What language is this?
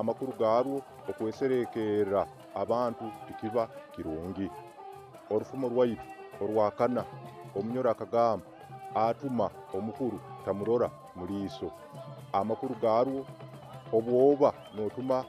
Nyoro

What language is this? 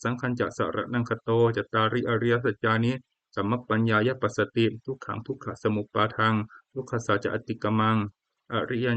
Pali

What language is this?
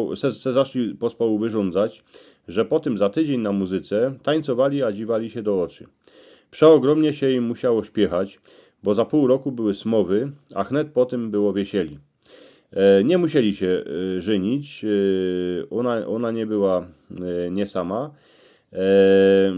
Silesian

